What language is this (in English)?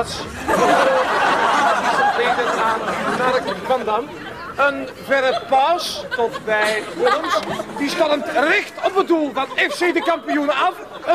Dutch